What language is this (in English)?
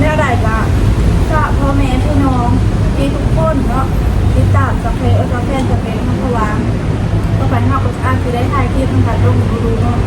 Northeastern Thai